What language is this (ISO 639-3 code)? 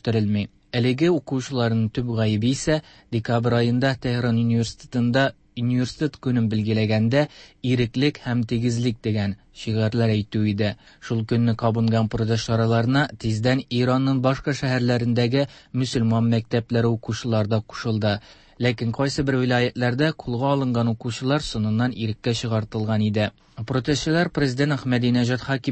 tat